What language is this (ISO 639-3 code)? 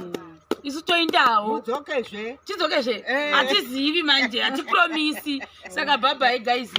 sna